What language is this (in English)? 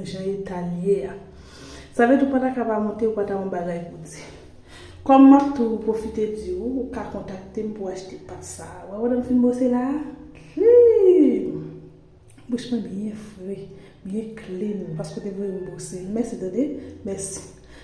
Haitian Creole